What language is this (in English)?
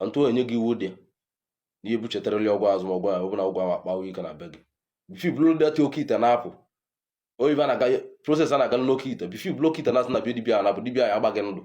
Igbo